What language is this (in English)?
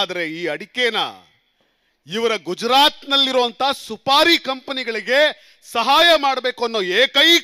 Kannada